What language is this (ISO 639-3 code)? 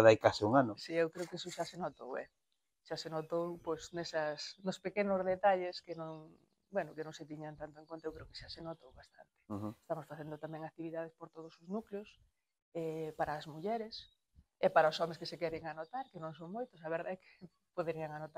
glg